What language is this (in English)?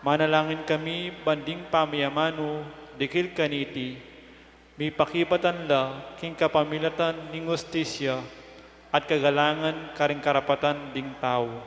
Pampanga